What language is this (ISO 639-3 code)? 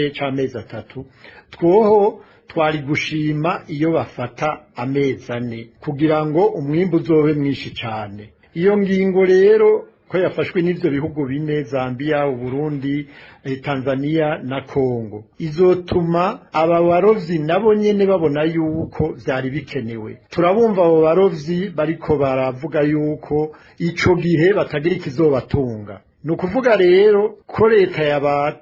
run